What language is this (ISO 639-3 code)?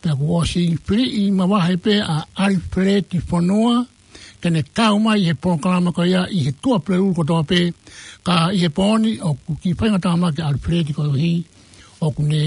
ton